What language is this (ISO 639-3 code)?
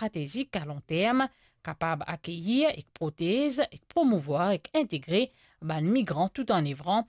mfe